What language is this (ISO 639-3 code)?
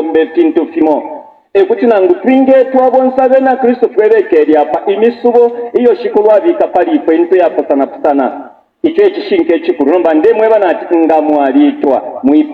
bem